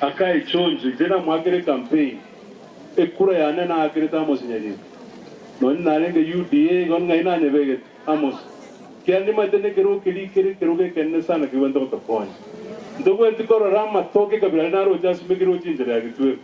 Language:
Gusii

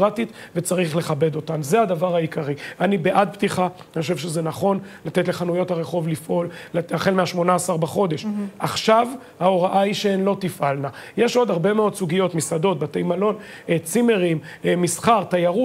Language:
Hebrew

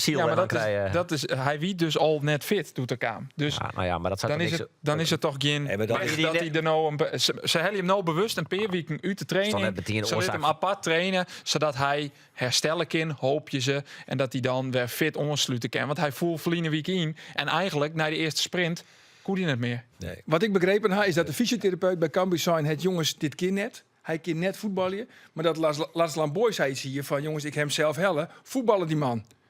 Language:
Western Frisian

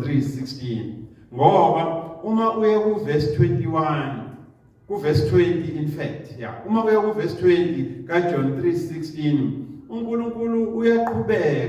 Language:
Zulu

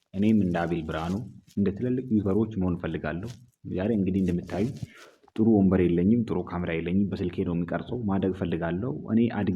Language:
Amharic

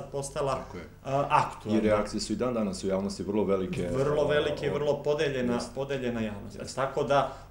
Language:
Serbian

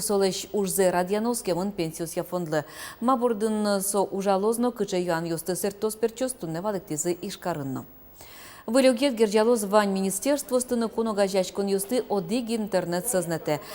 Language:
Udmurt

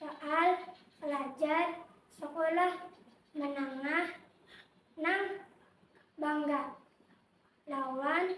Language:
Banjar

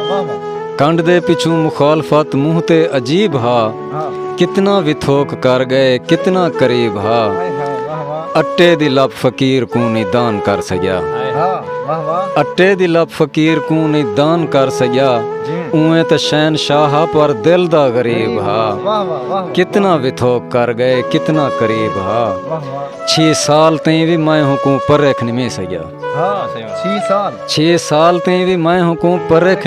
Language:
Saraiki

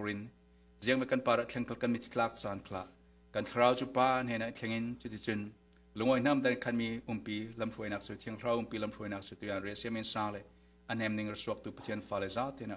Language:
Falam Chin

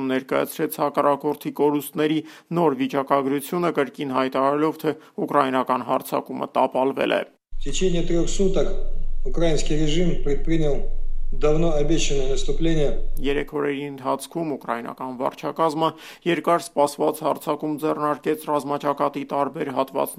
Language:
Armenian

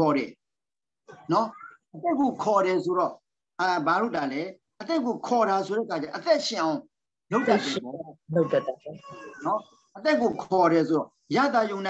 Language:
Burmese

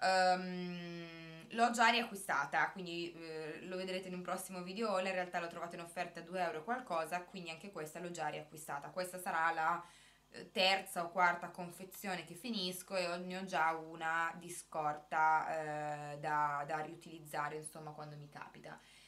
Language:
Italian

